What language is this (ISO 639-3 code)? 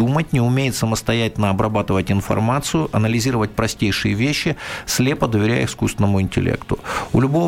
rus